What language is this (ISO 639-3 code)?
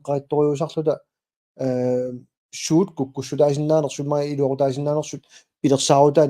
kal